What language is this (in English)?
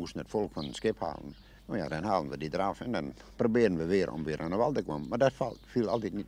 Western Frisian